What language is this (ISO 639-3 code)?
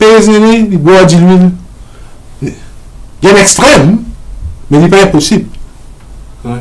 mfe